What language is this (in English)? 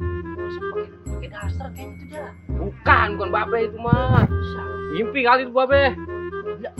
Betawi